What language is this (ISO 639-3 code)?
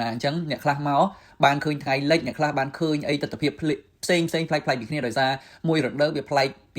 khm